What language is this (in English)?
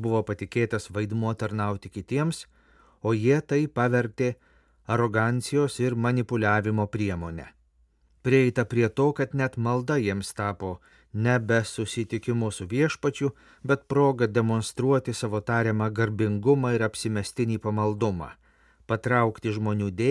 Lithuanian